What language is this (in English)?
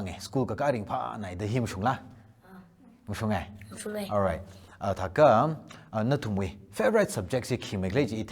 Tangkhul Naga (India)